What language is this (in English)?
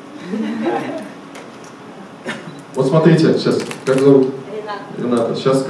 Russian